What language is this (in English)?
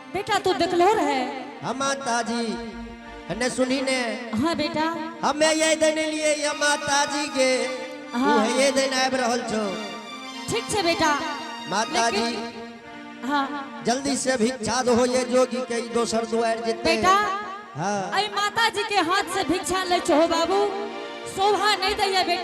Angika